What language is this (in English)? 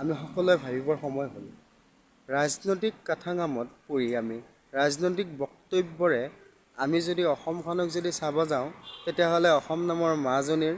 Assamese